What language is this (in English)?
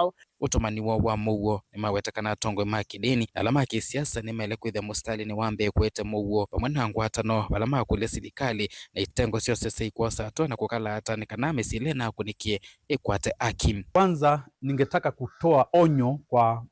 Kamba